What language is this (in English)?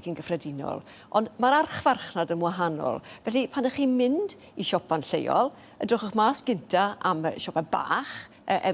Welsh